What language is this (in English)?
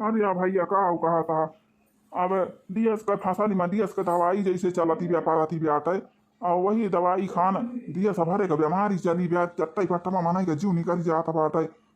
Awadhi